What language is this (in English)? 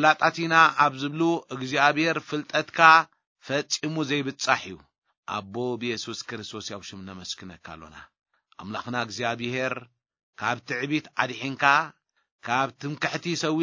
Tigrinya